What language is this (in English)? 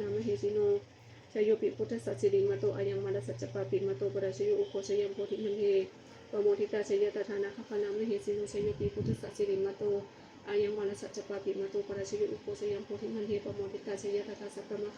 Pali